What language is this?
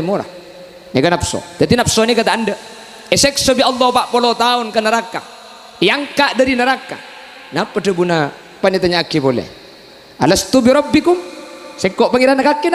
Madurese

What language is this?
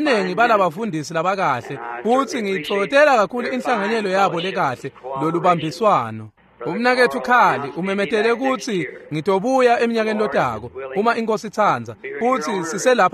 Swati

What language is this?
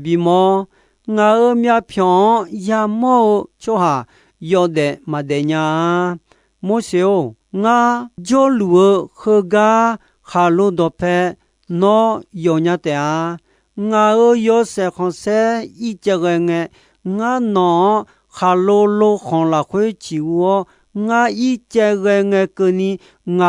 Akha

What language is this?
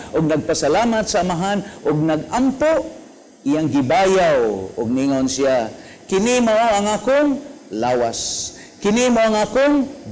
Cebuano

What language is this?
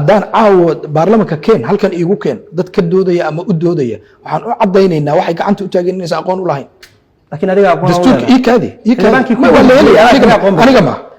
Somali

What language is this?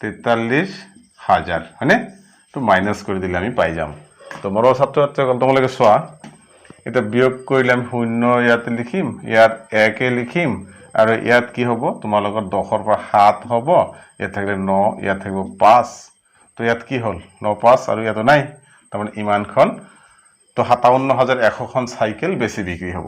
Assamese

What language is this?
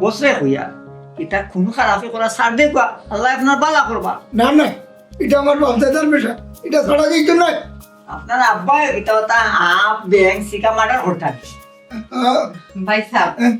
Sylheti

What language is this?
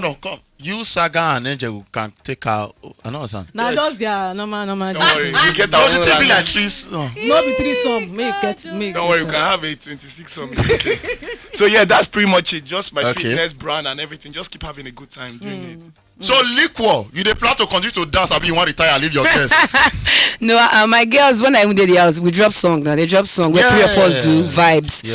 Nigerian Pidgin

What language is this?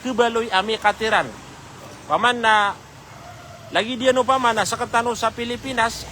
Maranao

